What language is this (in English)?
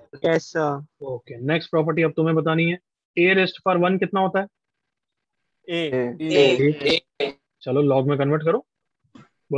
Hindi